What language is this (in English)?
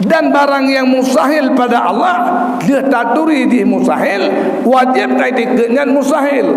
Achinese